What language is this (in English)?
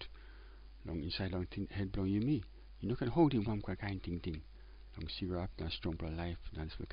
Tok Pisin